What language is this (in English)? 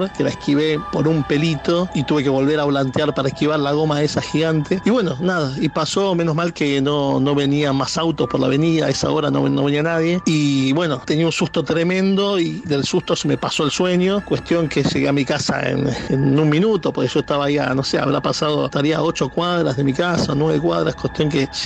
Spanish